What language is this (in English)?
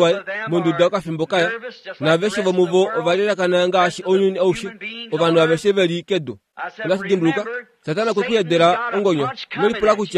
Kuanyama